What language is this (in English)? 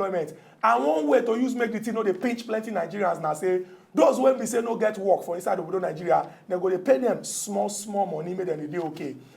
Nigerian Pidgin